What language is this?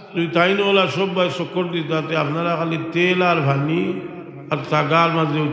Sylheti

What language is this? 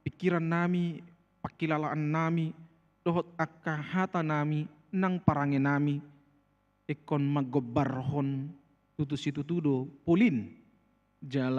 Batak Toba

